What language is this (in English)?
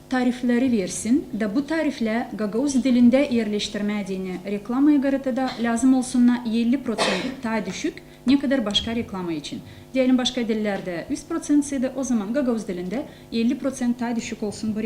Gagauz